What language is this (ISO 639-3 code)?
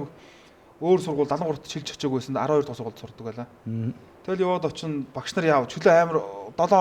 mon